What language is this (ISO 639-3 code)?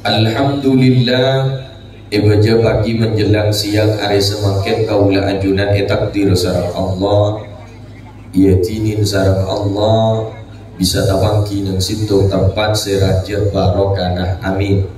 mad